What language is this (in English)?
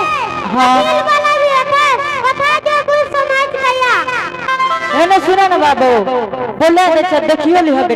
Angika